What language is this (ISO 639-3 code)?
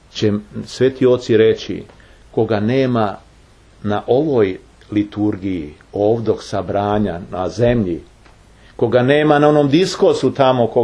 srp